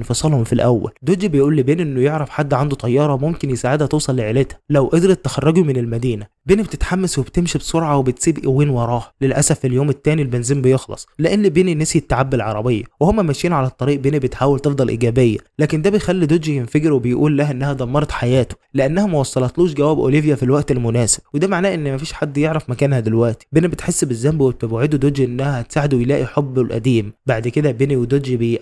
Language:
Egyptian Arabic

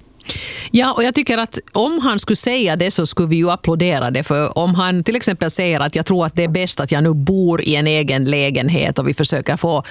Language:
Swedish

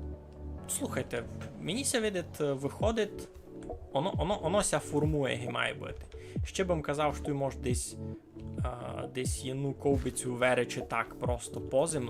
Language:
Rusyn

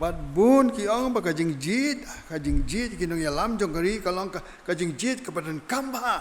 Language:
Khasi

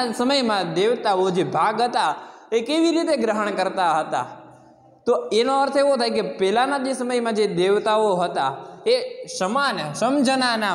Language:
Gujarati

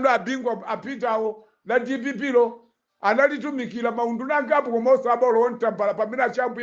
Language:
Nyanja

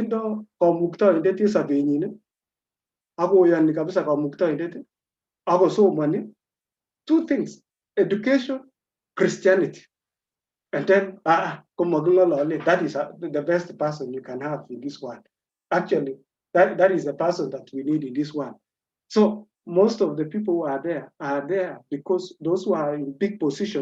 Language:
Kalenjin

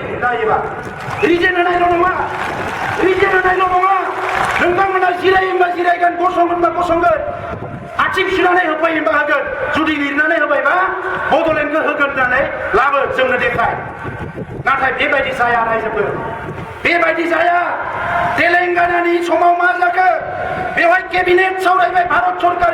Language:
Bodo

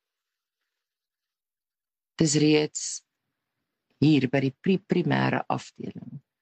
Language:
Afrikaans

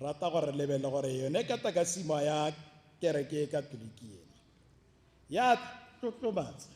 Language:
Tswana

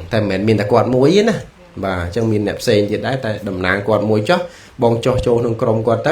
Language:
Khmer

